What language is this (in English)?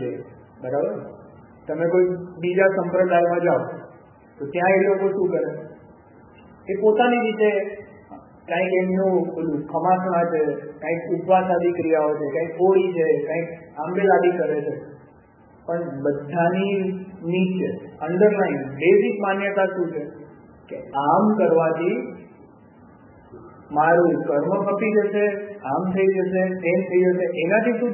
Gujarati